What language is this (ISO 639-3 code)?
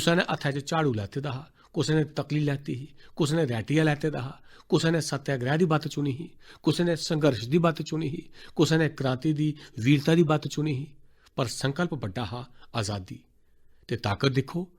doi